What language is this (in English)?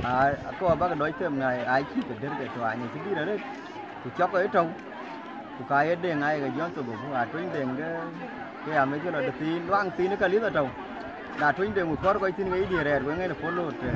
Dinka